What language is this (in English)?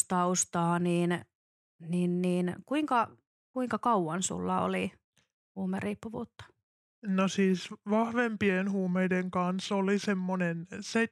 Finnish